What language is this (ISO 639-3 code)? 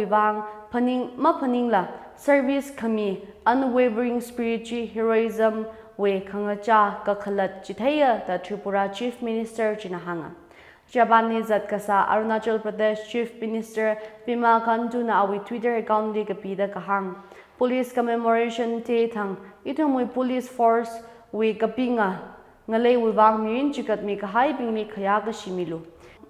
nmf